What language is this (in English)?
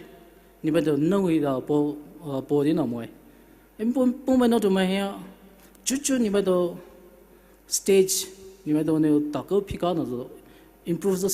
Poumei Naga